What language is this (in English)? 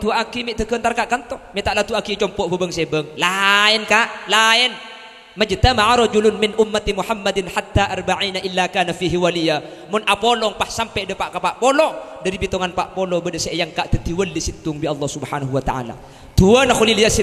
Madurese